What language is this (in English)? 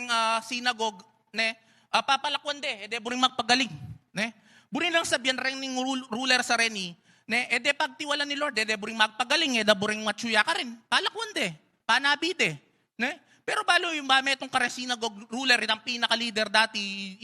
Pampanga